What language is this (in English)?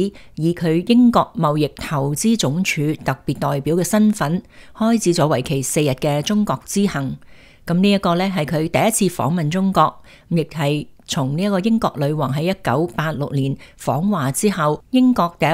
Cantonese